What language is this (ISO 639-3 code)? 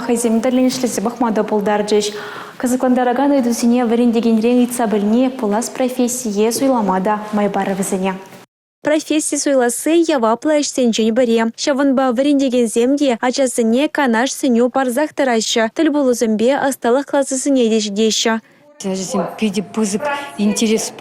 chv